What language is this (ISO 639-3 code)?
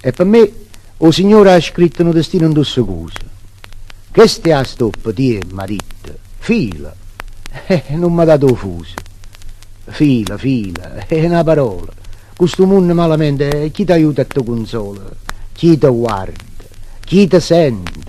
nap